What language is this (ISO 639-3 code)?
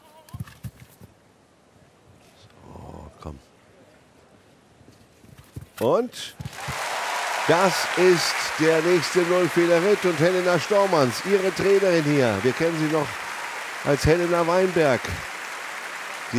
deu